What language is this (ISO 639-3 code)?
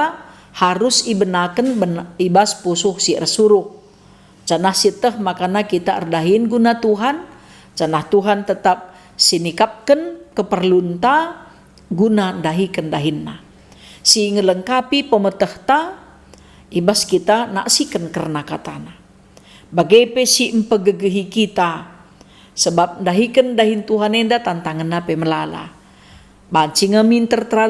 btx